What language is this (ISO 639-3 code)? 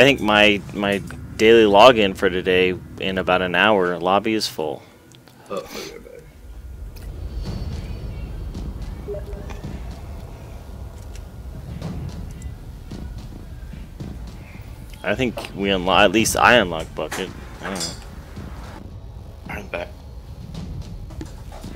eng